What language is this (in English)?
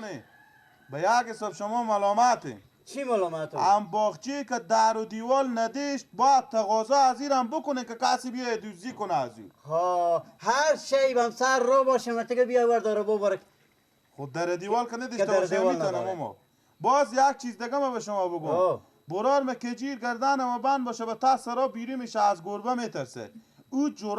Persian